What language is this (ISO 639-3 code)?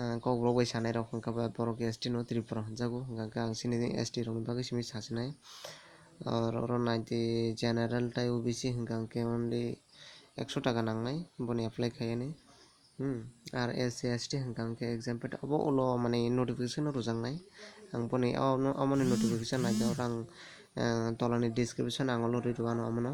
trp